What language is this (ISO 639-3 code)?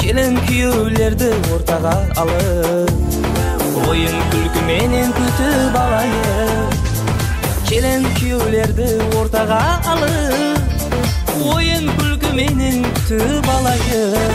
kaa